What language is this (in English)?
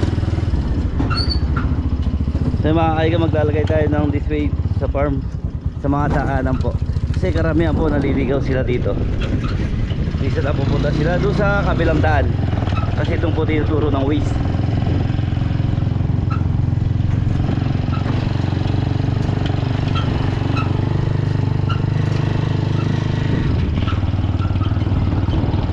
Filipino